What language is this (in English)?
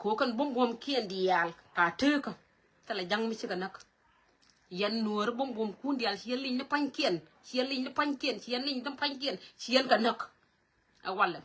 Nuer